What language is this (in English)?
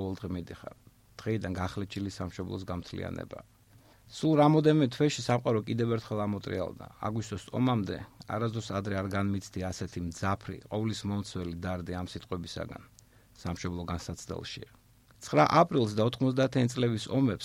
Georgian